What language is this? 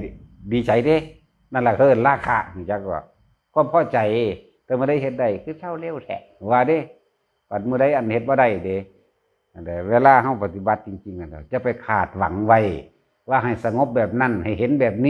Northeastern Thai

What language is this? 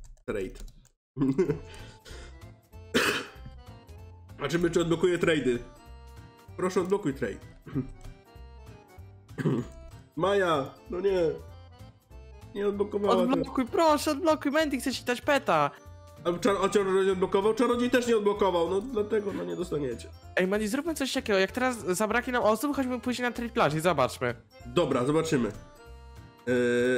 Polish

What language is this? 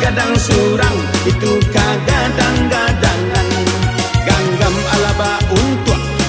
Minangkabau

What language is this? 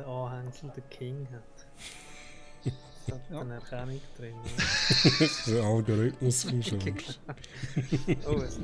Swiss German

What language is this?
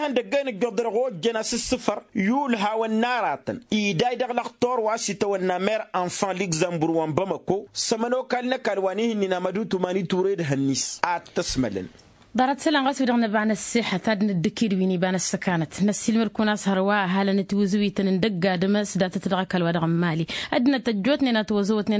Tamasheq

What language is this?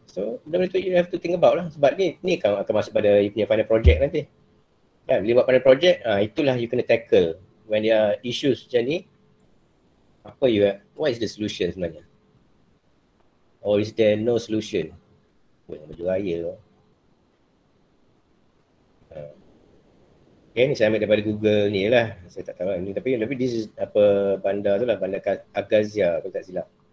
Malay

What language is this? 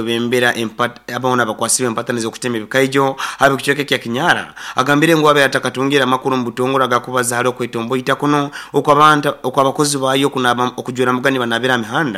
Nyoro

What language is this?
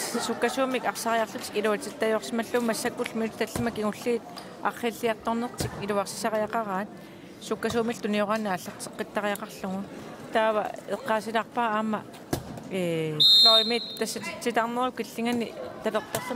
Kalaallisut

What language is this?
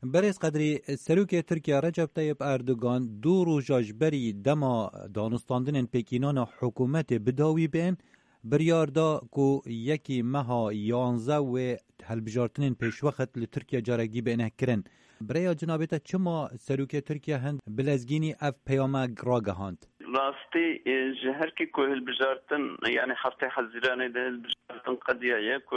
Kurdish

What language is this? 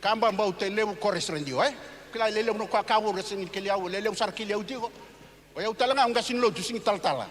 Fijian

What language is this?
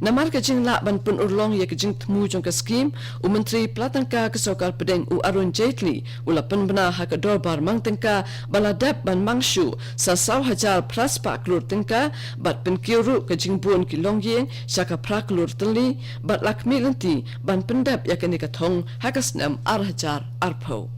Khasi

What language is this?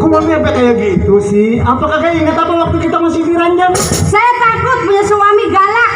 Betawi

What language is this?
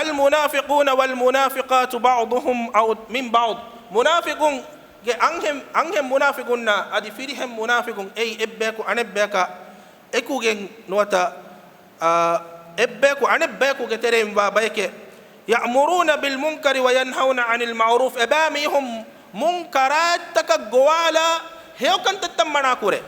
Divehi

